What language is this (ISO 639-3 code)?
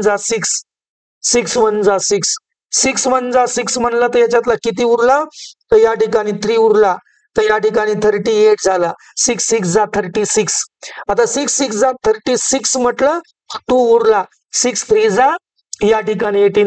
mar